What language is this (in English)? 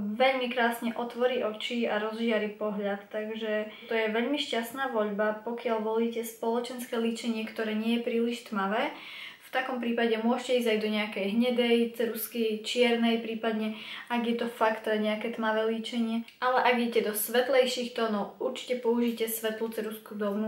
Slovak